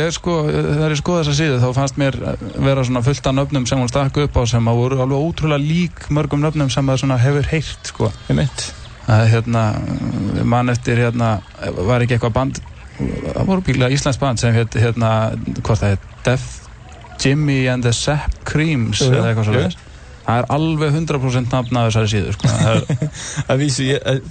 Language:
Icelandic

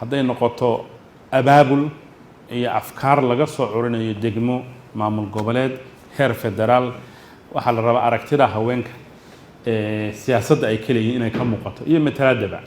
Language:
Somali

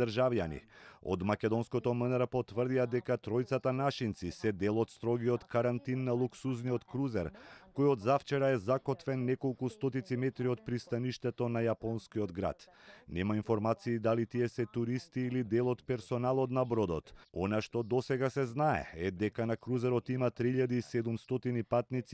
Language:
Macedonian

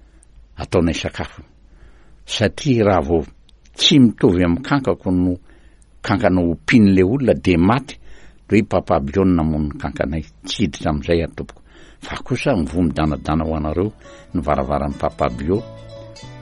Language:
Malagasy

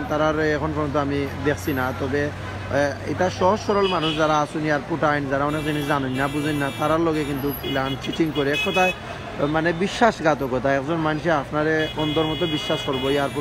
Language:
Sylheti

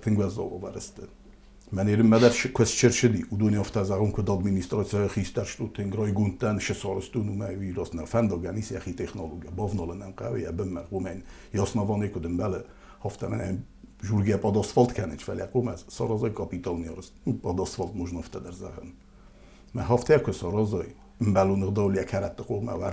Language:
Ossetic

